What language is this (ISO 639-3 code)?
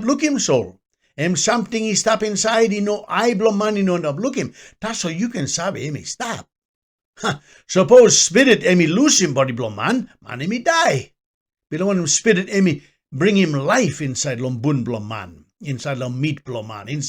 tpi